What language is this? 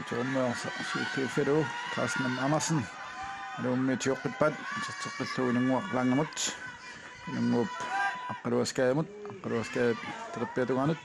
Kalaallisut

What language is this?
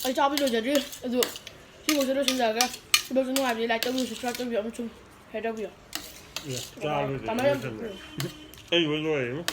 Manipuri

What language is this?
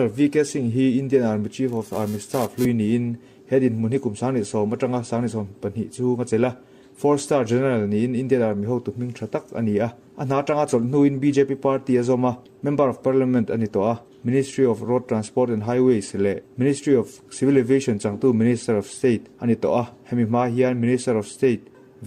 Mizo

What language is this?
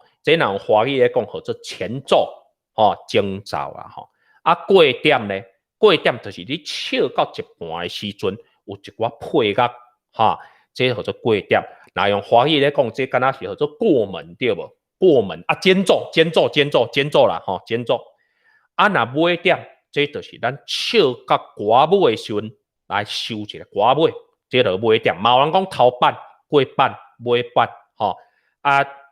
Min Nan Chinese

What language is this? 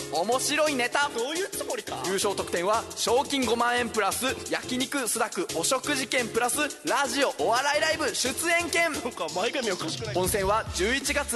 Japanese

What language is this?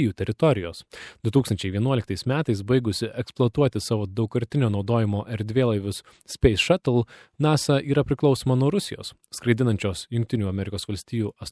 Lithuanian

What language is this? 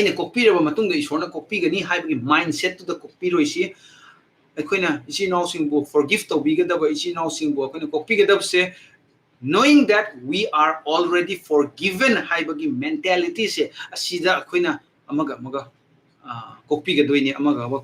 Manipuri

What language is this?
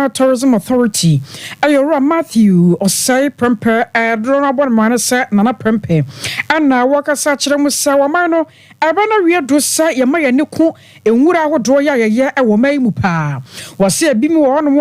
Akan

